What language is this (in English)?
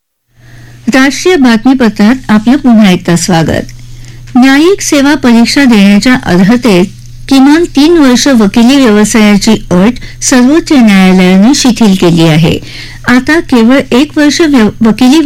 Marathi